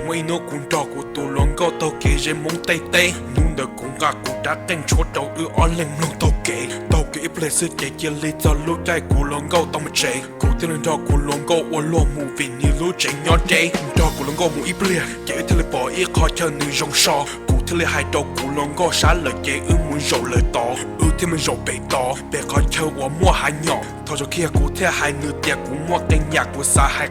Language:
Hmong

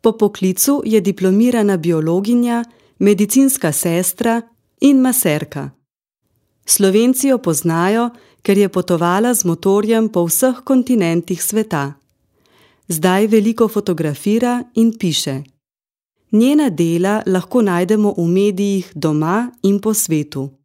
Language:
Slovenian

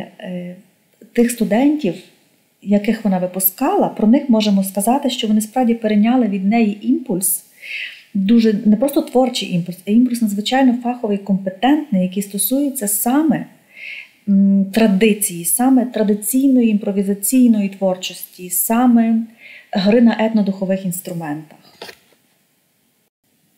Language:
Ukrainian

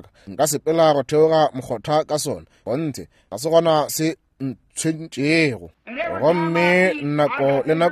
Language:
Northern Sotho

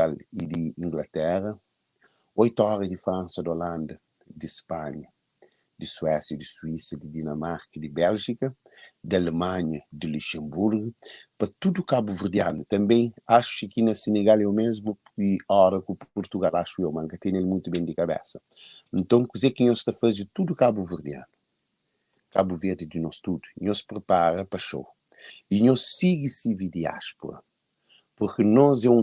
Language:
Kabuverdianu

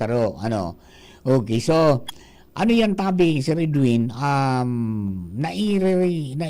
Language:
Bikol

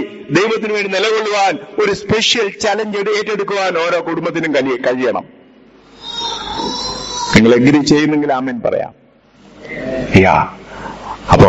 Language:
Malayalam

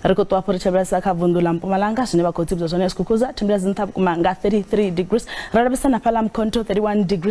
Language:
Venda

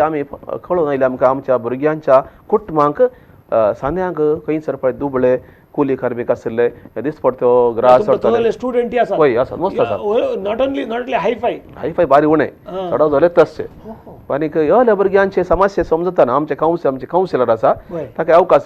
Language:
Konkani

